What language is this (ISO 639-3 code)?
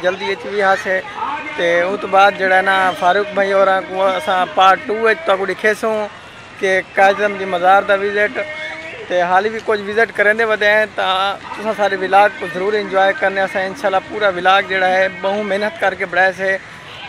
skr